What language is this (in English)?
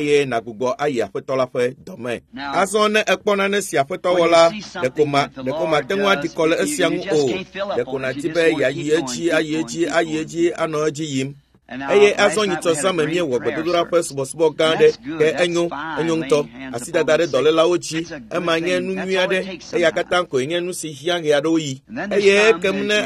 Ewe